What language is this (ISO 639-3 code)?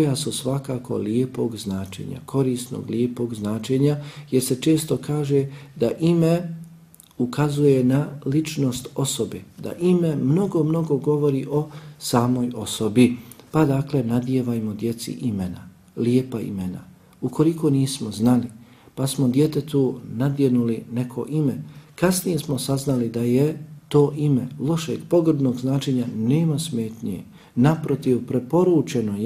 bos